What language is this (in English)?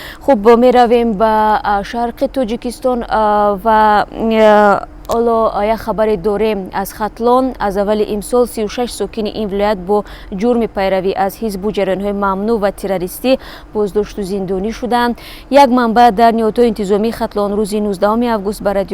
Tajik